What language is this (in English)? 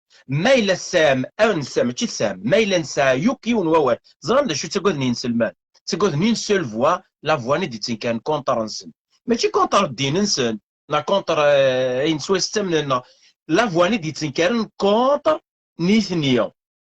Kabyle